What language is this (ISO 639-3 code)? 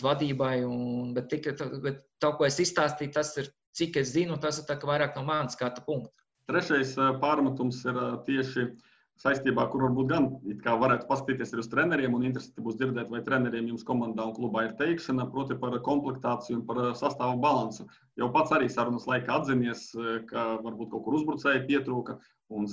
lav